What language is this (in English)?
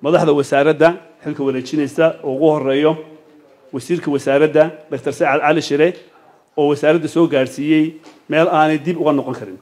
Somali